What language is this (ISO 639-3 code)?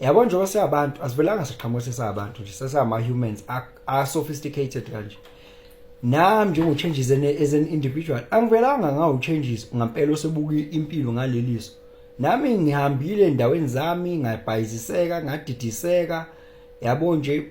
zul